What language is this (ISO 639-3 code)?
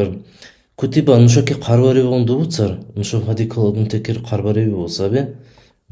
dar